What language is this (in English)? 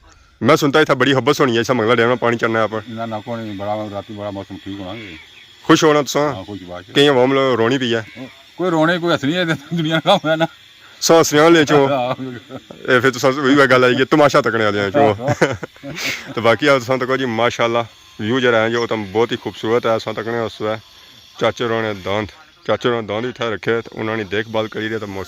Pahari-Potwari